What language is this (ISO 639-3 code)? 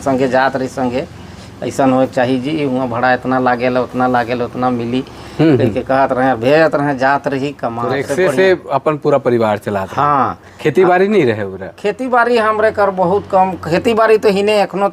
sck